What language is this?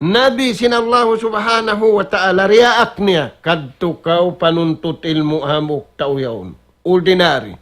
Tausug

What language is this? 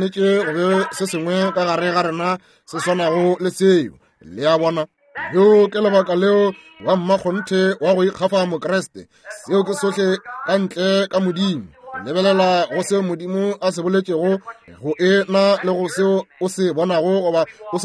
Northern Sotho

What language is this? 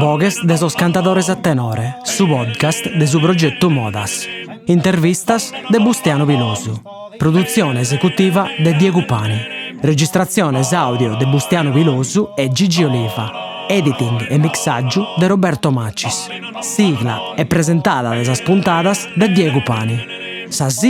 Sardinian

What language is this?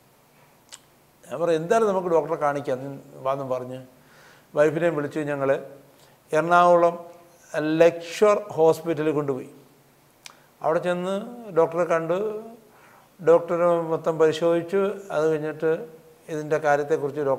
Malayalam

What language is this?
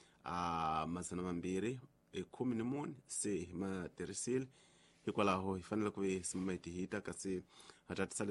Tsonga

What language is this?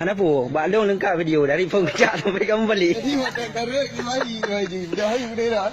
Achinese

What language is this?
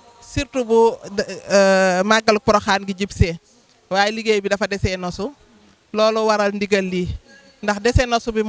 Wolof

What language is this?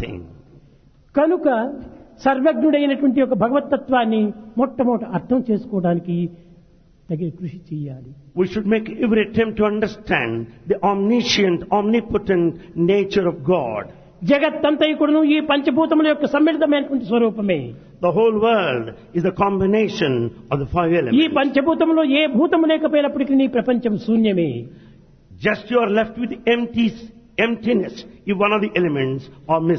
Telugu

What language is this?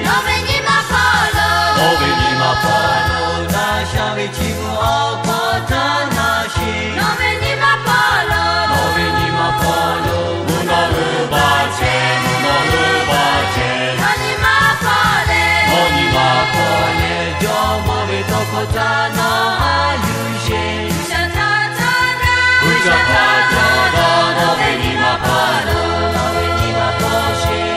Lahu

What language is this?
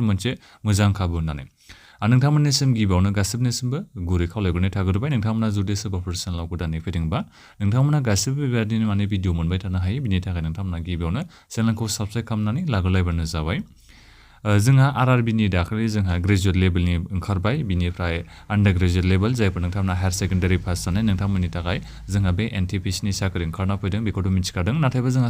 Bodo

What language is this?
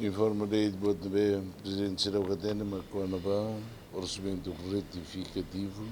Tetum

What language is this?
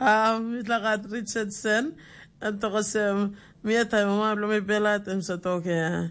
Tok Pisin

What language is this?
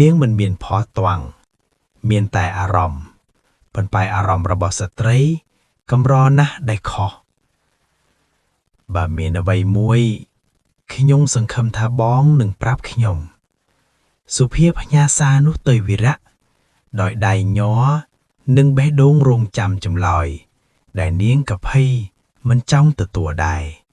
Khmer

